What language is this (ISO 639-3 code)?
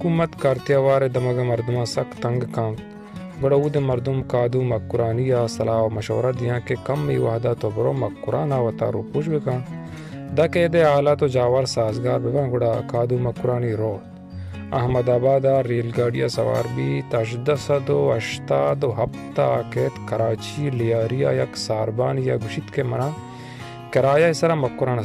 bal